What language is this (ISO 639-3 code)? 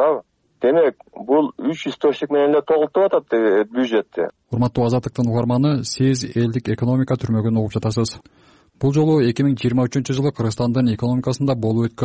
kir